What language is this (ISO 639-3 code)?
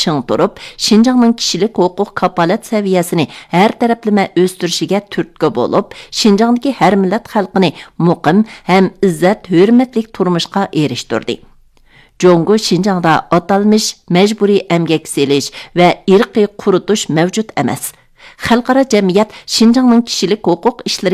uig